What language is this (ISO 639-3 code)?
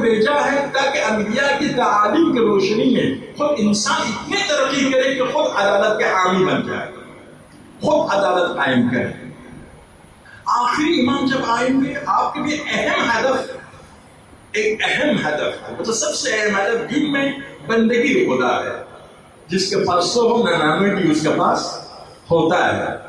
urd